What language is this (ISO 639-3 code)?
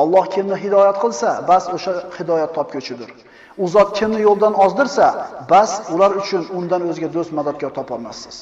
uzb